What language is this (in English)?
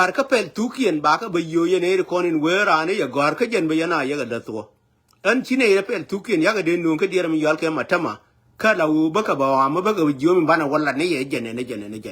Nuer